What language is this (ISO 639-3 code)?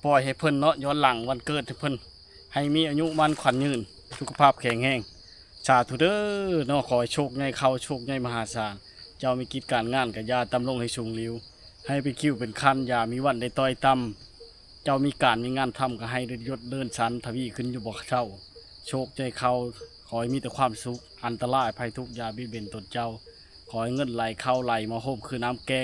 lao